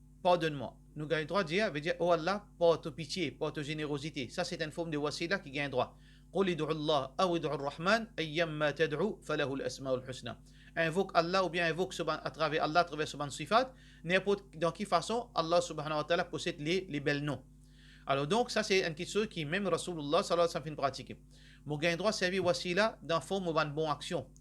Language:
Morisyen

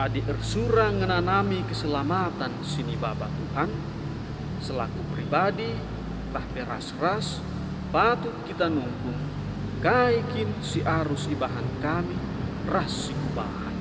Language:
Batak Karo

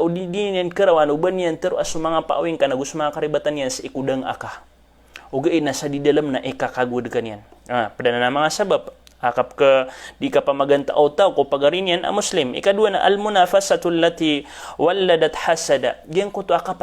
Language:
Maranao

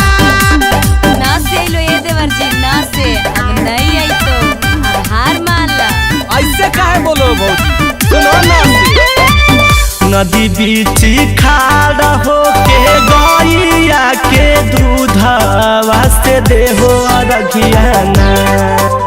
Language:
Magahi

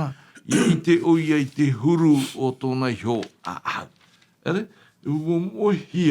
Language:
Tahitian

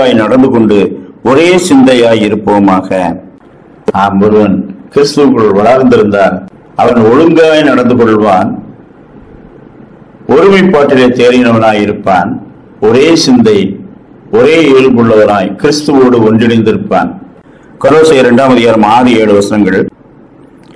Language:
Tamil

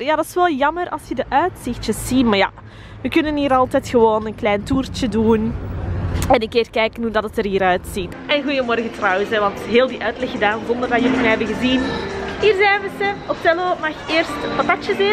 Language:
Dutch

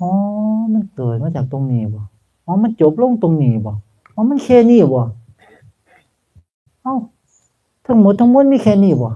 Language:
Northeastern Thai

